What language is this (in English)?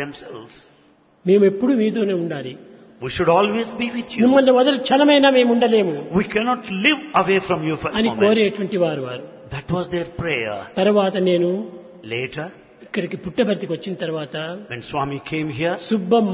Telugu